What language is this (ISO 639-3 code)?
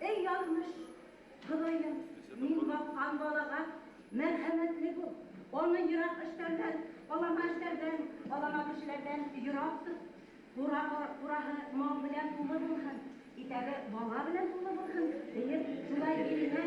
bak